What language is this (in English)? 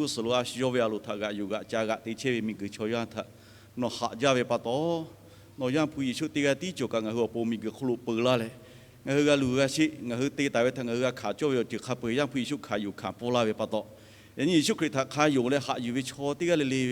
Lahu